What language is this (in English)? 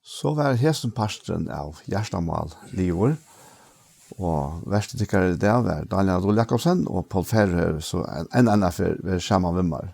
Faroese